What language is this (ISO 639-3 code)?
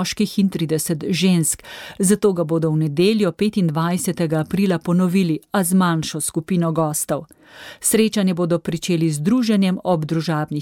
slv